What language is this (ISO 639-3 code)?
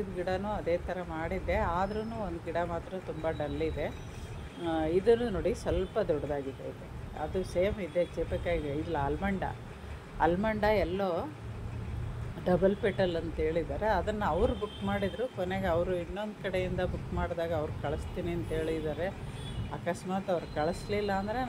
kan